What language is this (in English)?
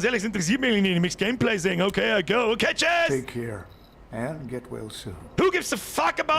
Bavarian